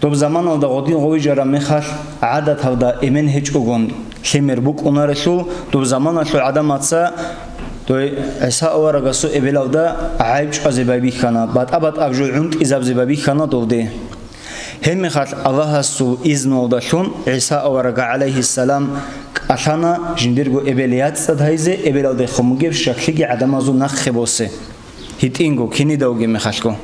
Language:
Avaric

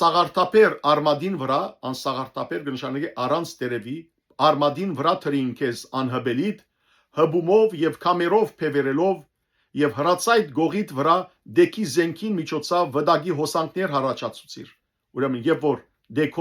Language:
Western Armenian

